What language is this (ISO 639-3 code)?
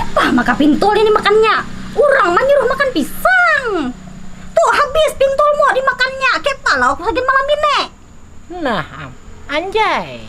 bjn